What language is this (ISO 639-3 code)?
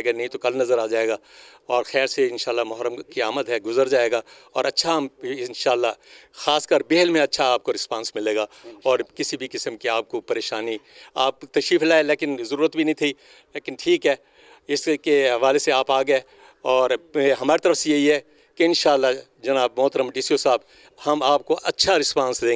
urd